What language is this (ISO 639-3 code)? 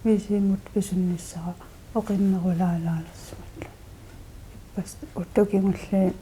kal